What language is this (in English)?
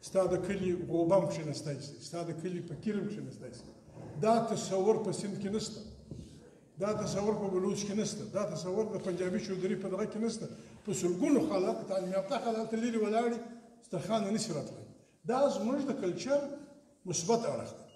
Pashto